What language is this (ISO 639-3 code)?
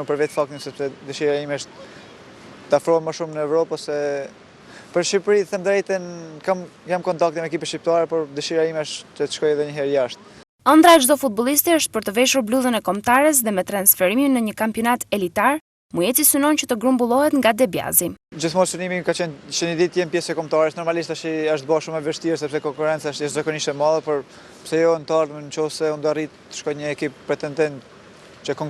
sqi